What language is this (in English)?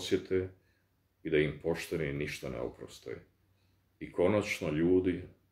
Bosnian